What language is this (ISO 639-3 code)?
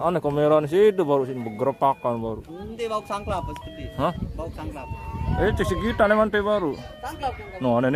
sas